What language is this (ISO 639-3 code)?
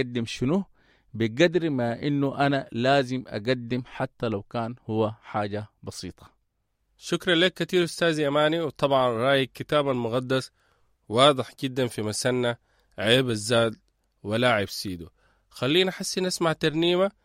apd